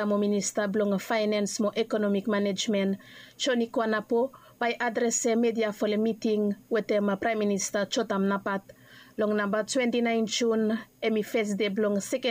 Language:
Bislama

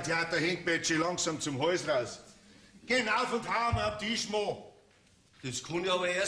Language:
Bavarian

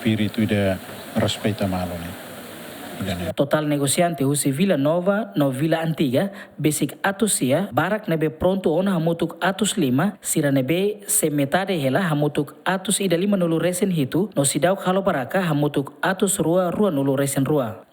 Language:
Tetum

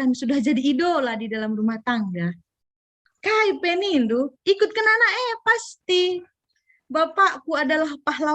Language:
Batak Karo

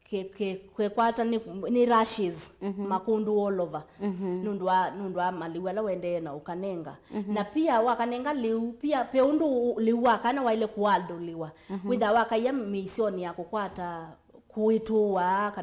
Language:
Kamba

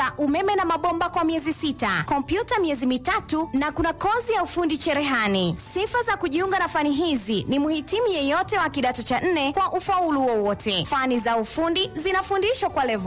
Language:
Swahili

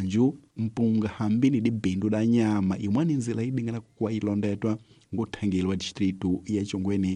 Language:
Tsonga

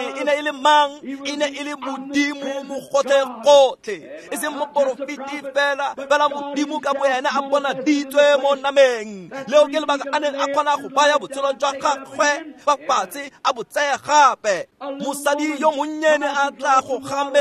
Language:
Tswana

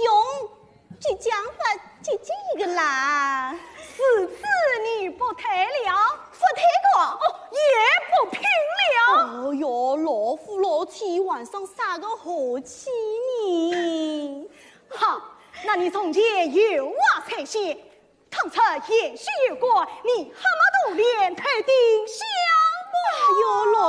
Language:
Wu Chinese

